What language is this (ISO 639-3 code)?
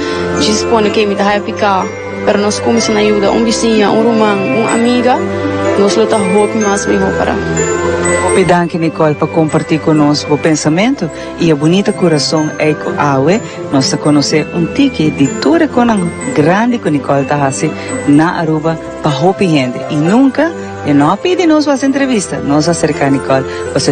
pap